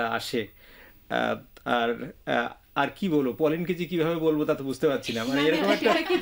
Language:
Bangla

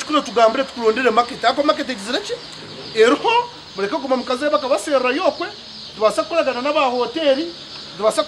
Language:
Nyankole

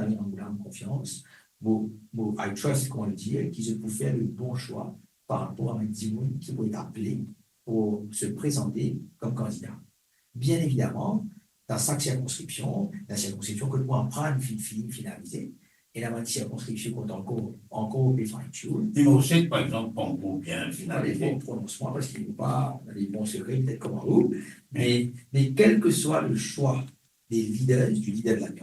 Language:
Morisyen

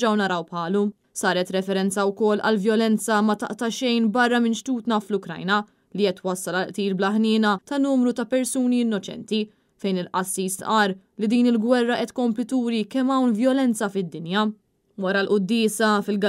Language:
Maltese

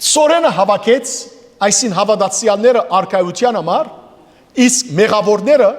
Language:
Western Armenian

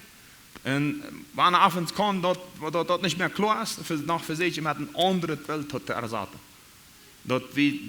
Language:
Plautdietsch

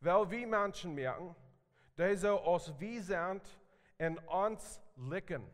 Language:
Plautdietsch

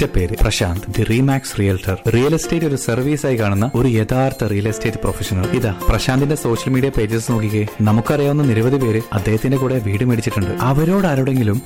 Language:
Malayalam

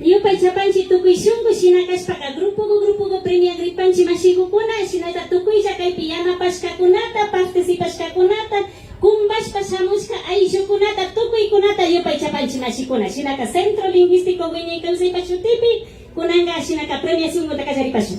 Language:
Imbabura Highland Quichua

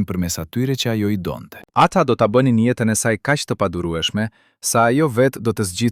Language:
Albanian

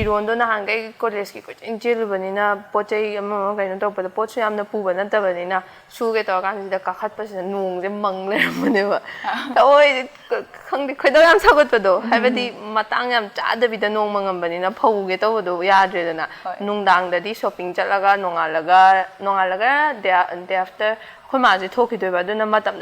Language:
Manipuri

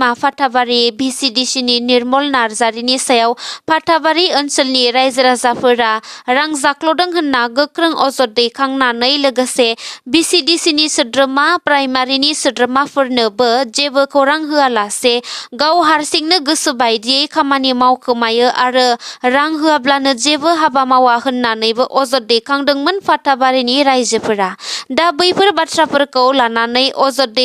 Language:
Bodo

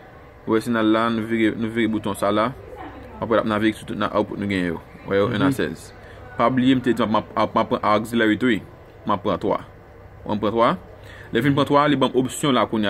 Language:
Haitian Creole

